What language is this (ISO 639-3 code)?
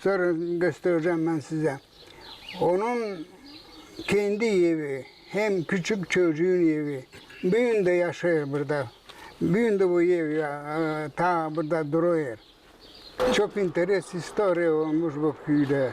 gag